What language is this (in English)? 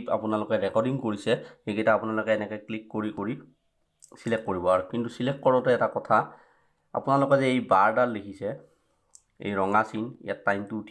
Assamese